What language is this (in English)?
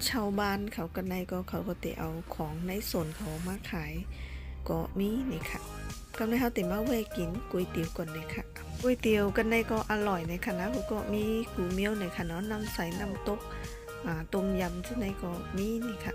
Shan